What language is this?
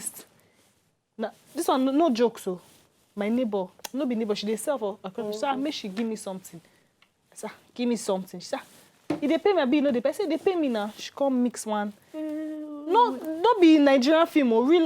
Nigerian Pidgin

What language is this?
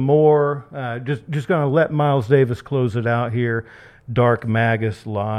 English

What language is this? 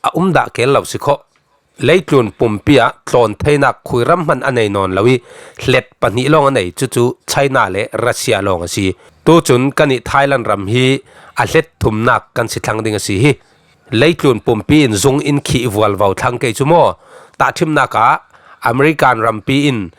Falam Chin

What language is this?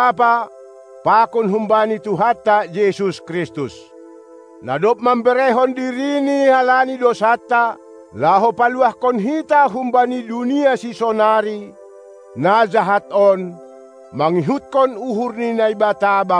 Batak Simalungun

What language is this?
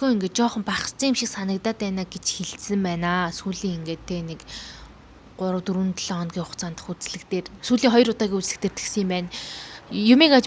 Mongolian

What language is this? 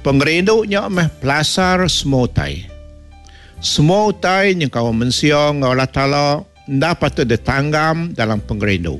Iban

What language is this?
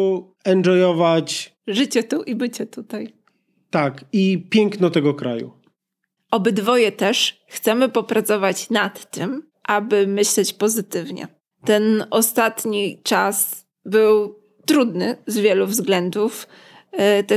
Polish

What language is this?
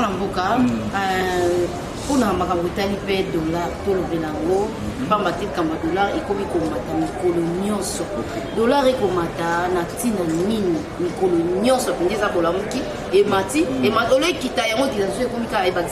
Lingala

